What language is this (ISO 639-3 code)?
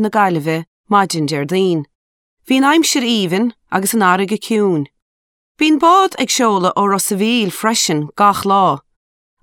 gle